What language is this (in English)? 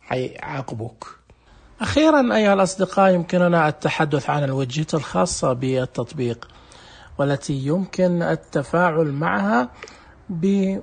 Najdi Arabic